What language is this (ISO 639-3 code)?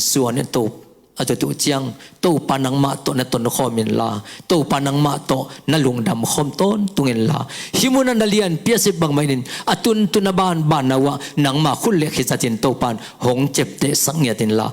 ctd